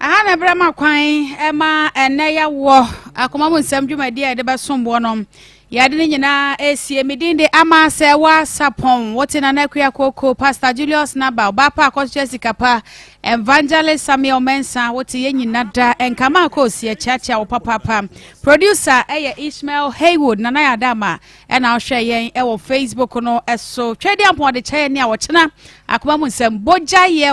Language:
Akan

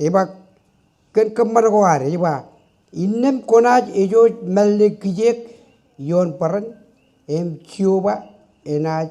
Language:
Marshallese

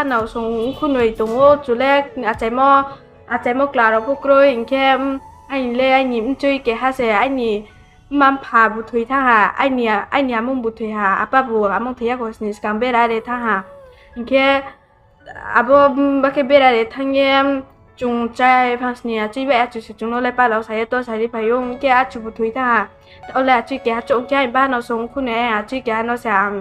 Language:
Riang (India)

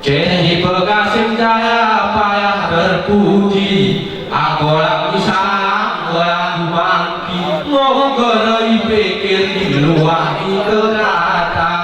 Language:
Gayo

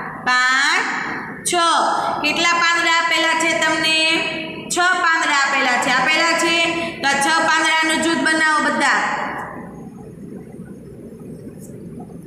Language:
Gujarati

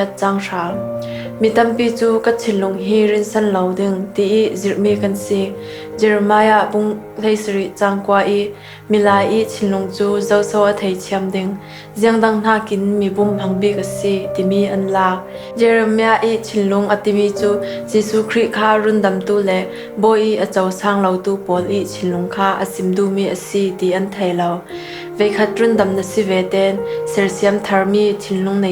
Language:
Falam Chin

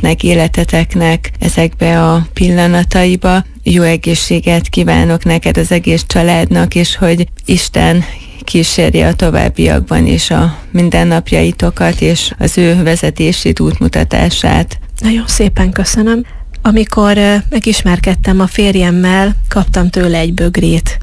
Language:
Hungarian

